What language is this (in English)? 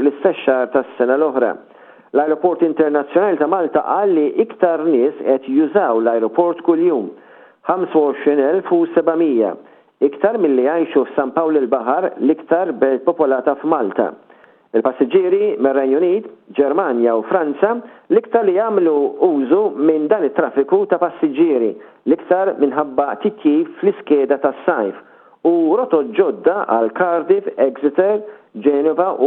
Maltese